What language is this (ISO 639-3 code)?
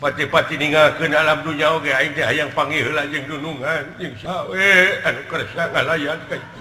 sun